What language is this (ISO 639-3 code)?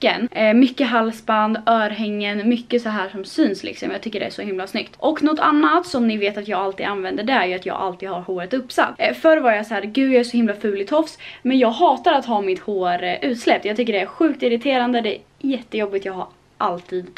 swe